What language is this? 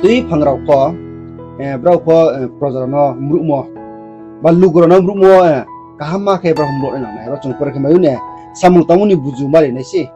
Riang (India)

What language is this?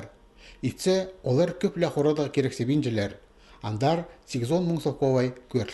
Khakas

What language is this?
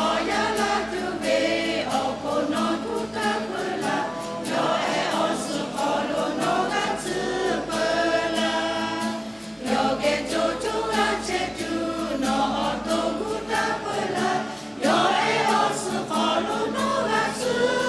Lahu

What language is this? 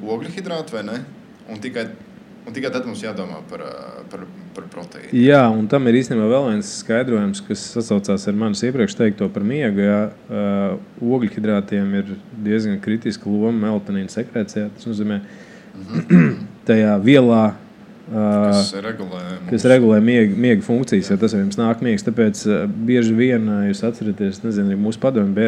Latvian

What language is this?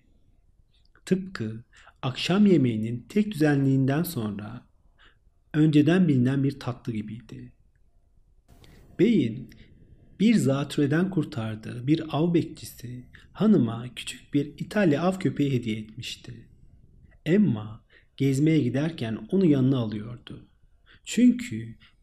Turkish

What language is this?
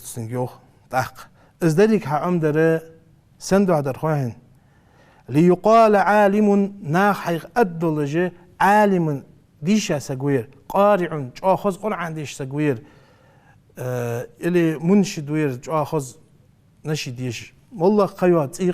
Ingush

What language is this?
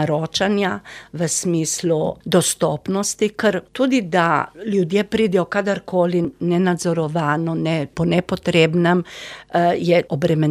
Slovenian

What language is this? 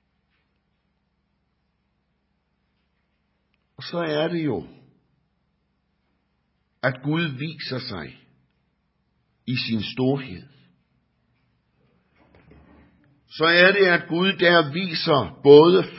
Danish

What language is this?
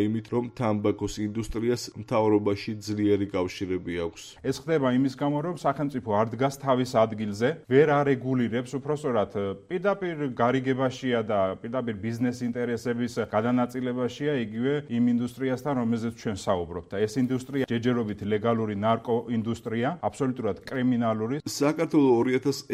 Georgian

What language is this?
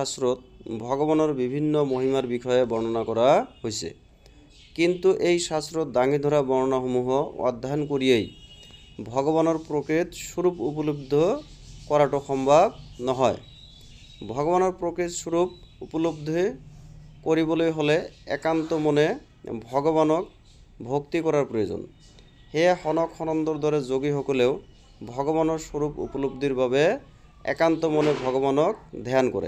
Assamese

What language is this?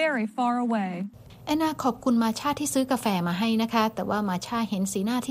Thai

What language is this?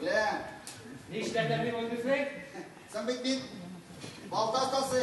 Tatar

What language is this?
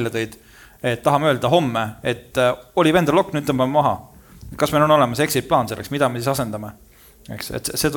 Estonian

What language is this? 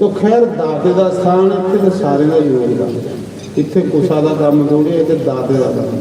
Dogri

